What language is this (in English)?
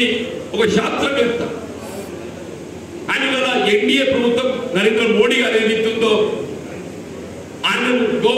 Telugu